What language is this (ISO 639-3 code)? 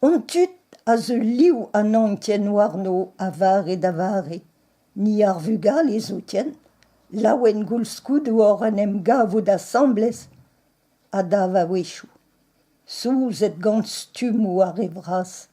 bre